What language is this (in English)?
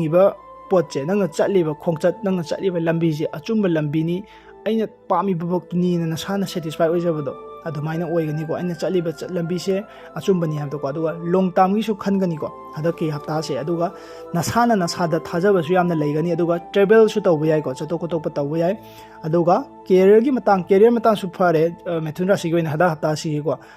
Manipuri